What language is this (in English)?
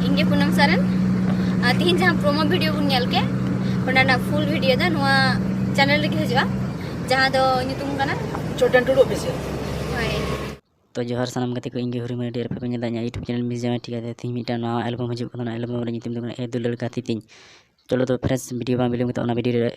Santali